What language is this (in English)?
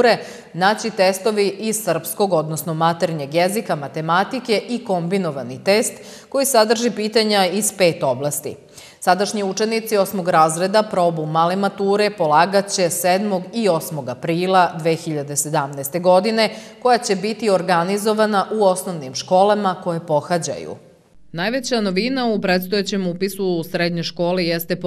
Serbian